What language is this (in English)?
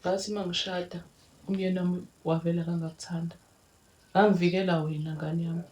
Zulu